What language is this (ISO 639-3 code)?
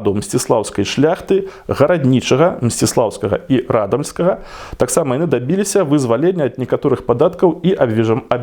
bel